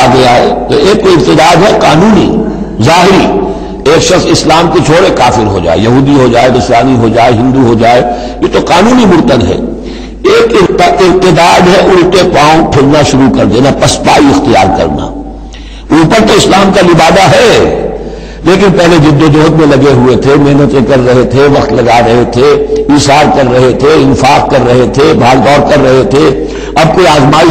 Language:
Urdu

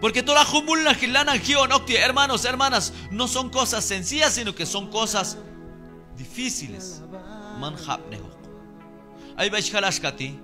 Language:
Q'anjob'al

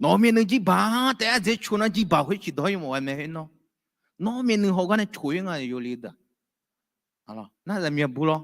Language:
Akha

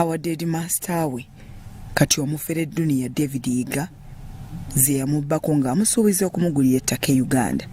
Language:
Ganda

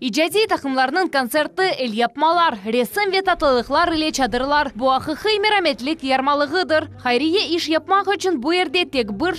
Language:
Crimean Tatar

